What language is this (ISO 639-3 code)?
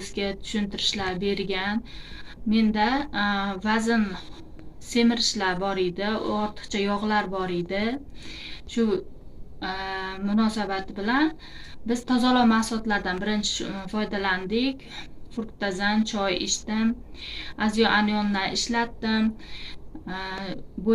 uzb